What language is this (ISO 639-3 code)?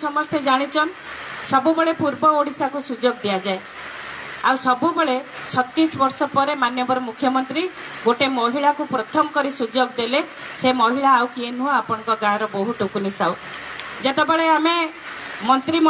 ori